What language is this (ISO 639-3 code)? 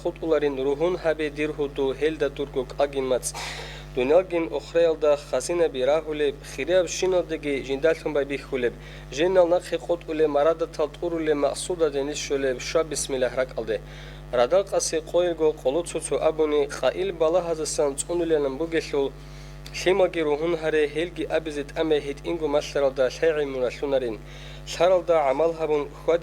ava